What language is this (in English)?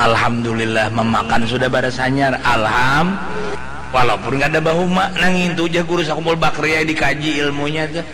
Banjar